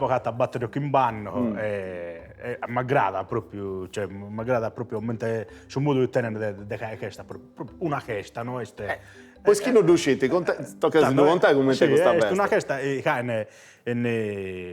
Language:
Sardinian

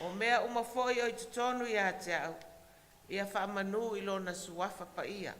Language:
Samoan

